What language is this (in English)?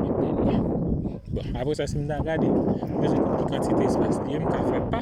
Haitian Creole